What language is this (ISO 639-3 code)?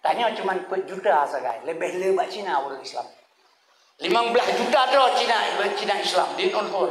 ace